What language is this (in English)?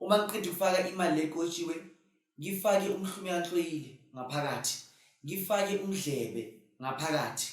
Zulu